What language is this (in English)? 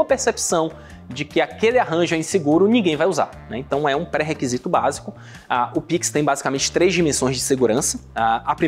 Portuguese